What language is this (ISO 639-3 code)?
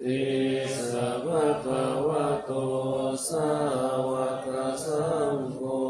pli